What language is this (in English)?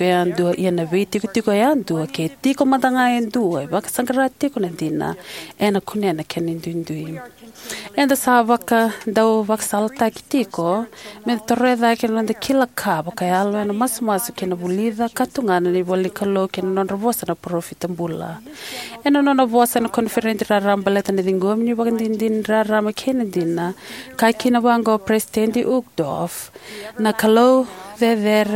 Fijian